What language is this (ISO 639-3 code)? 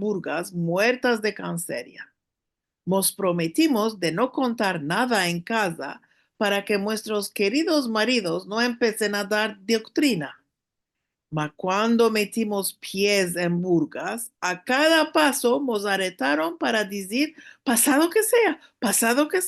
lad